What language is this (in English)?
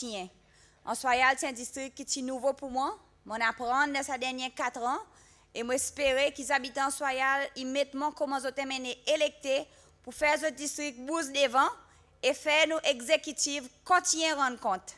Seselwa Creole French